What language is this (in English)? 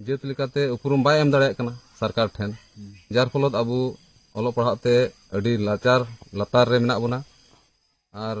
Santali